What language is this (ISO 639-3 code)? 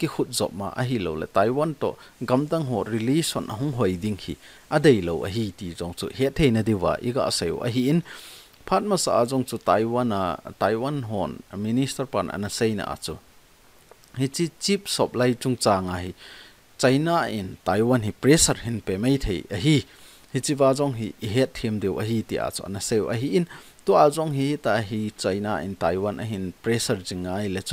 tcz